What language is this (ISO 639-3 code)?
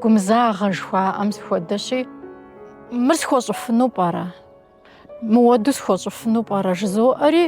kbd